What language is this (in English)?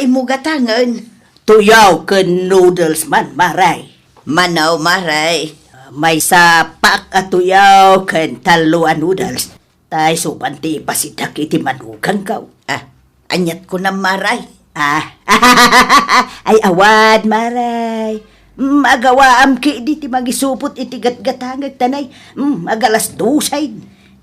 Iloko